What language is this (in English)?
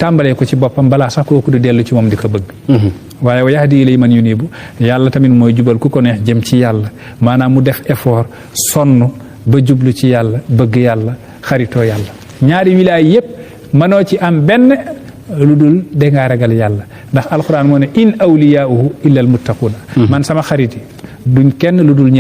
Wolof